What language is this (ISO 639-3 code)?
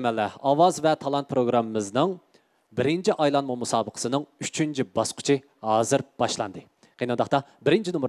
uig